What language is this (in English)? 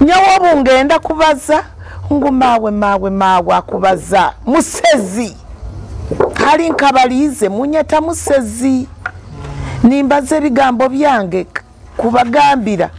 Nyoro